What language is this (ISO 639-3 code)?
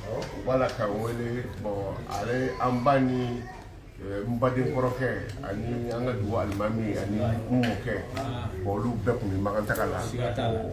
bam